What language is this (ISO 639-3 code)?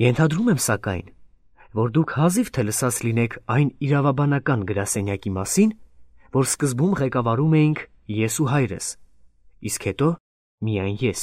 hye